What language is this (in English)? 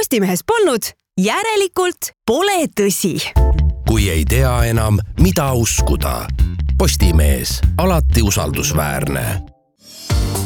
Estonian